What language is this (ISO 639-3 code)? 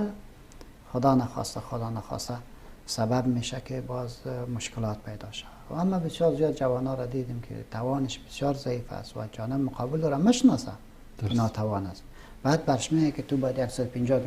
fas